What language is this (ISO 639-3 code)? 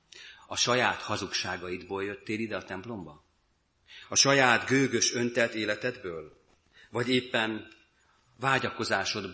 hun